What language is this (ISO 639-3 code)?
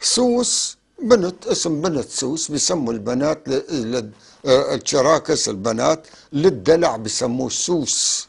apc